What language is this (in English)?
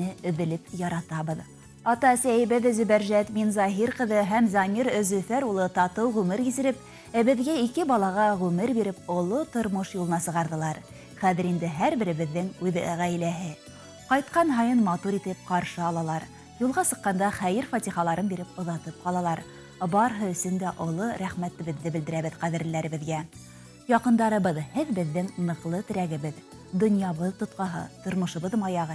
Bashkir